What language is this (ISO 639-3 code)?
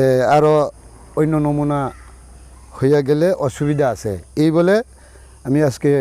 ria